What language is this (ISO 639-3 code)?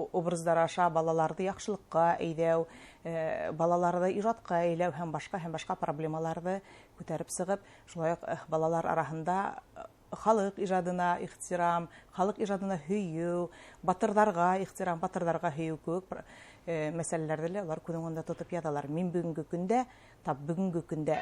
bak